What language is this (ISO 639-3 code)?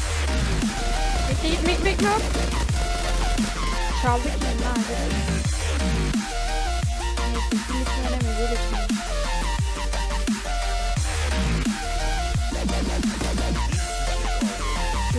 tur